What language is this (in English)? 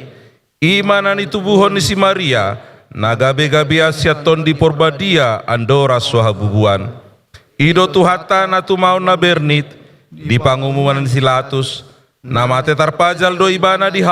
Batak Toba